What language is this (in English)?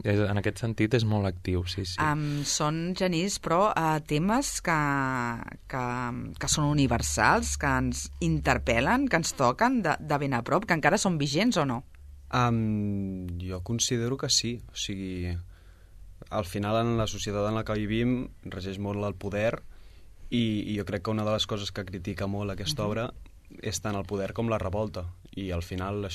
Catalan